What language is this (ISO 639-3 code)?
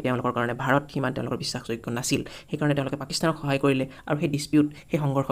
asm